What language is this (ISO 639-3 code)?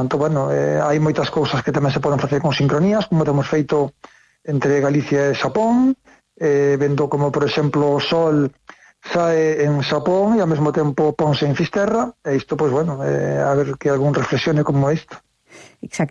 glg